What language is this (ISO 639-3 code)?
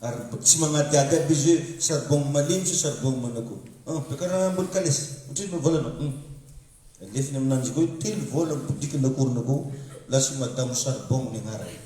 mlg